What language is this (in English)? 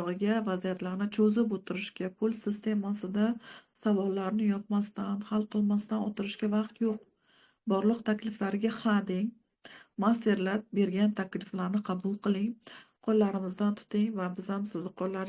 Uzbek